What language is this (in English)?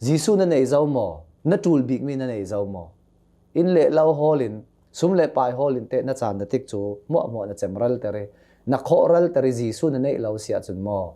Hakha Chin